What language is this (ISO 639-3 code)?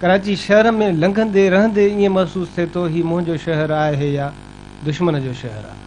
snd